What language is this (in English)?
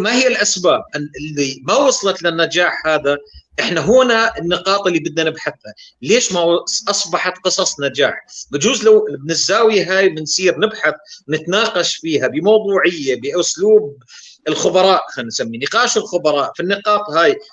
North Levantine Arabic